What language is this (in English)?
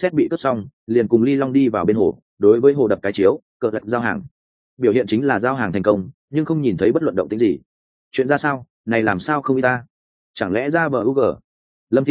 Vietnamese